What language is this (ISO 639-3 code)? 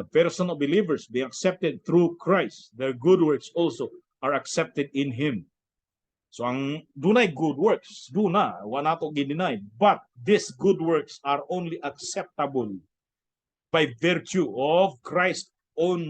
ceb